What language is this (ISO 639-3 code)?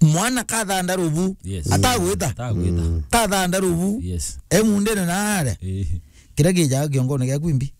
mer